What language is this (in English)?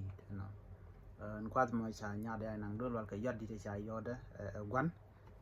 Nuer